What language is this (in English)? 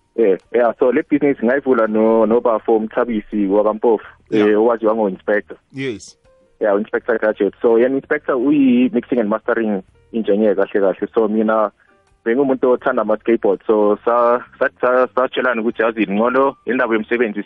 South Ndebele